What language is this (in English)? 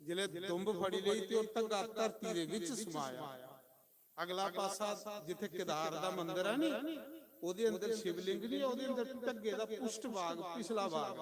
Dogri